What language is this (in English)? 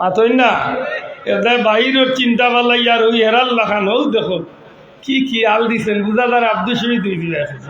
Sylheti